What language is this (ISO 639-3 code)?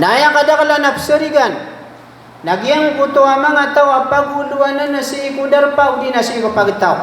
mrw